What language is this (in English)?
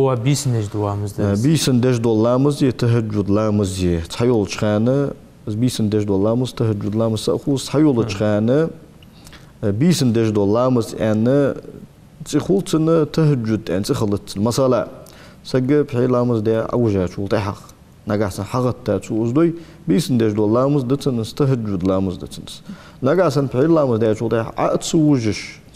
Ingush